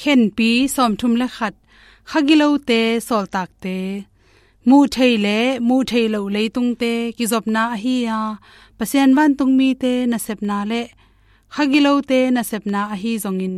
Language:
Tedim Chin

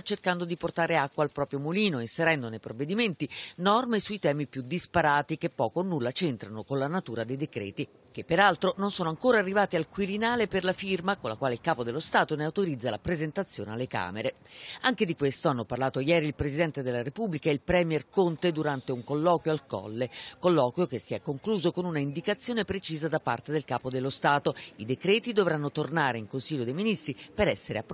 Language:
Italian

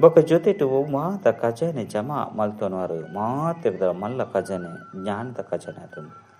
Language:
Tulu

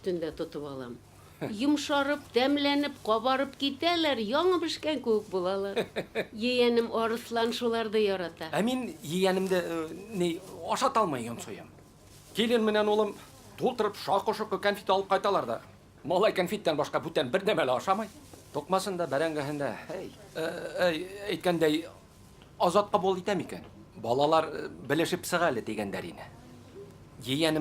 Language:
Bashkir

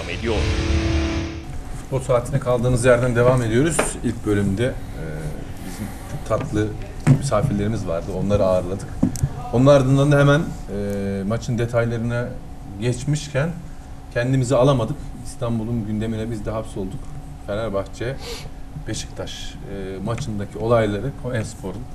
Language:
Turkish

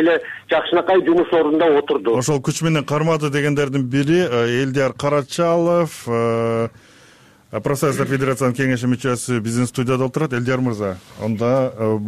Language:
Kyrgyz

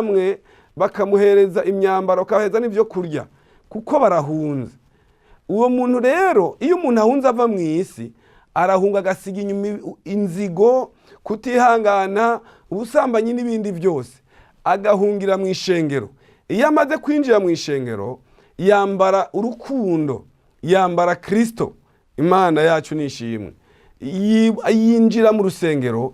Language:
Rundi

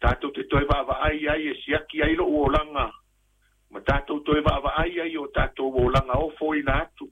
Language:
Samoan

